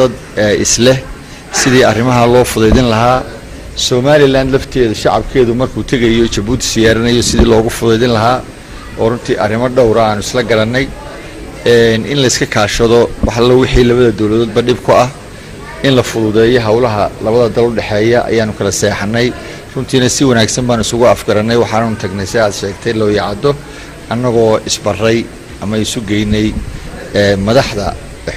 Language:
Somali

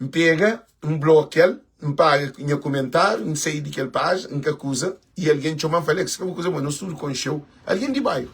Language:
Kabuverdianu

